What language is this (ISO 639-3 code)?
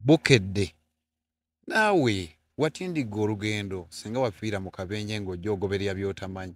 lug